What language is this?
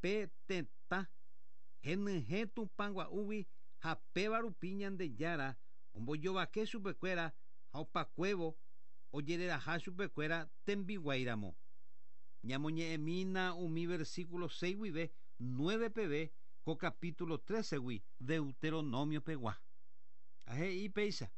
Guarani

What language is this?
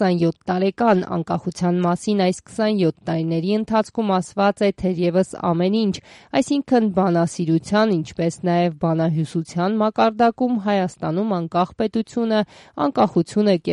Armenian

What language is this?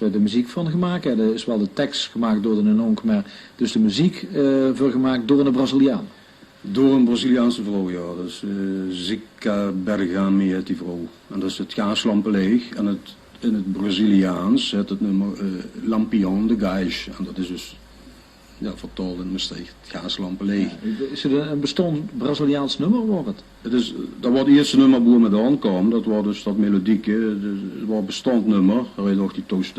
Limburgish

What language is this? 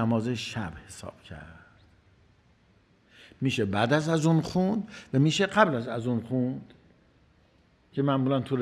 Persian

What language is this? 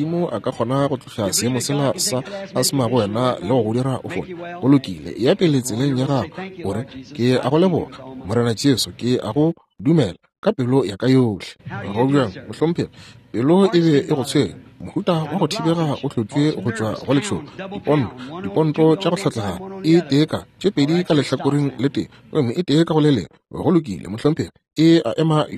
Northern Sotho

